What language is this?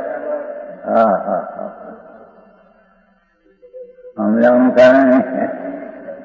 Gujarati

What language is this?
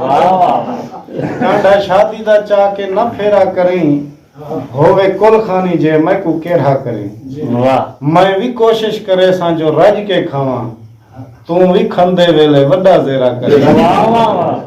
Saraiki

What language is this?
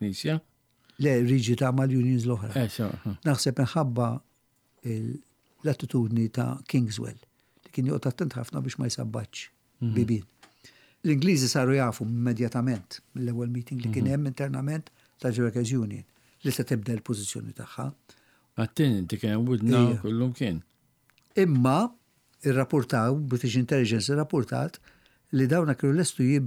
Maltese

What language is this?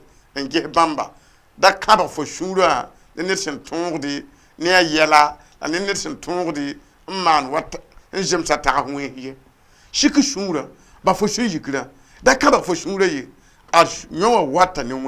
Mossi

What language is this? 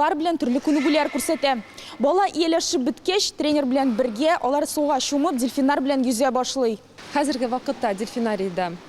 Tatar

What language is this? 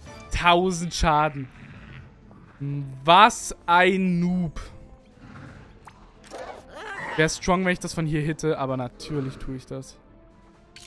German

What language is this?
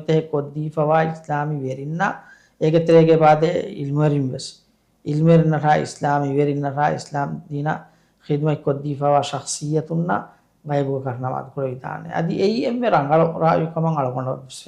Divehi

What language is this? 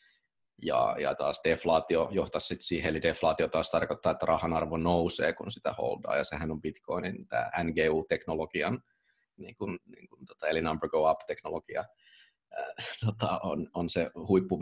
Finnish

